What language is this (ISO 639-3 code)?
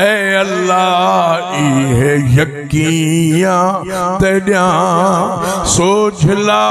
skr